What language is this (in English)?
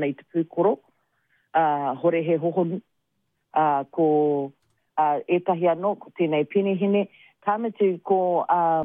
Māori